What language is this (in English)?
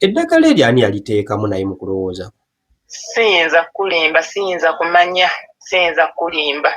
Ganda